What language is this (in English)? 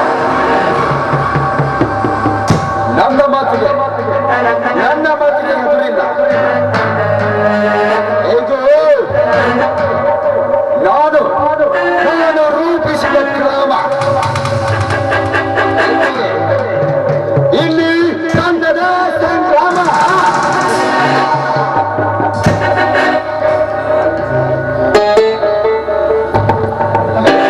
Kannada